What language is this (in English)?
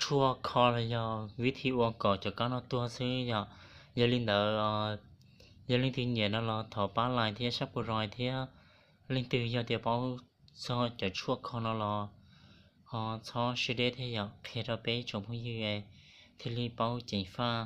Hmong